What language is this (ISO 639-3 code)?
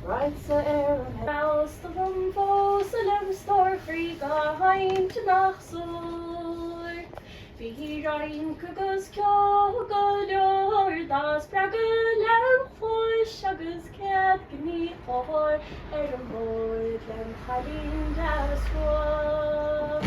gle